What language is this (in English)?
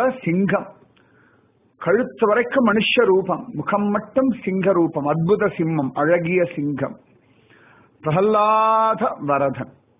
Tamil